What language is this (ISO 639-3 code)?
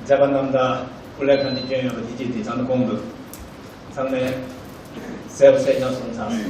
bod